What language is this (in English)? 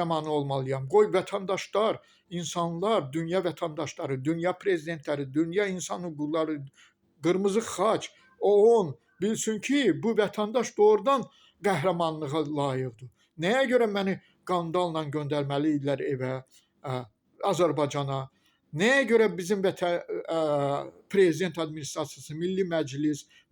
Azerbaijani